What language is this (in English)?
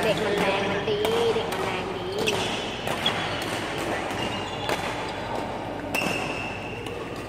Thai